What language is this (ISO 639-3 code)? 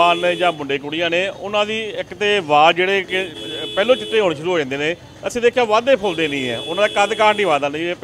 pan